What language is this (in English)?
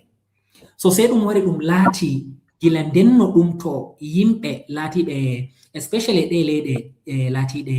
Fula